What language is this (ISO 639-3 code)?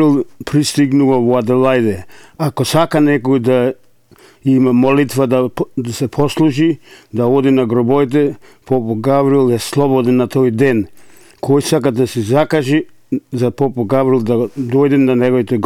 mkd